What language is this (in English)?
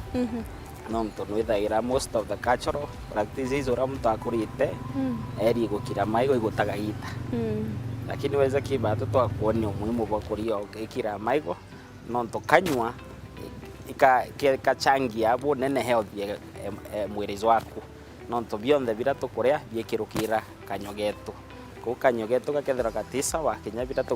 Meru